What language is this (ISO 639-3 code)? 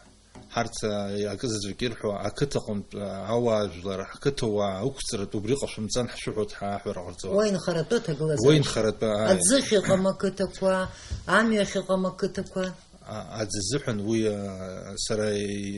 abk